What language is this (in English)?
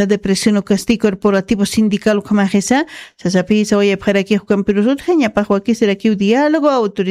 Aymara